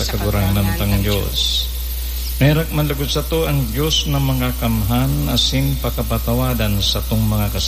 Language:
Bikol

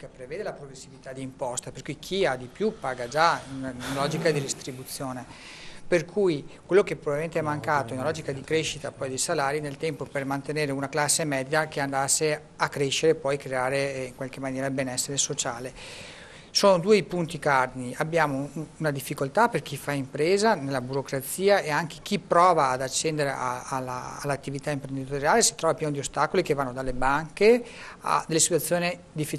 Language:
Italian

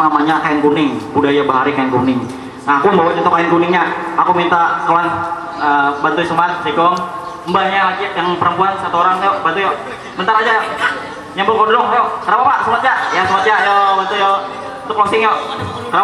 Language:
Banjar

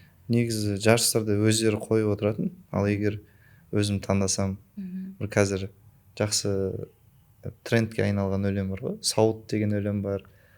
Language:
Kazakh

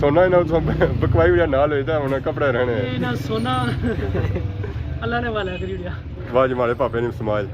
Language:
Pahari-Potwari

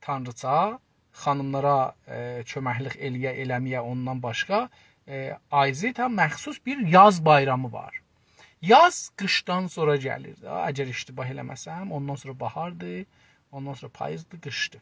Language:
South Azerbaijani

